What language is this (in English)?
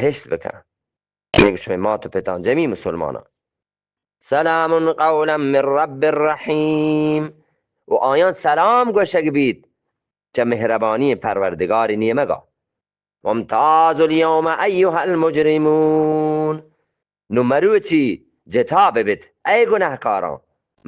Eastern Balochi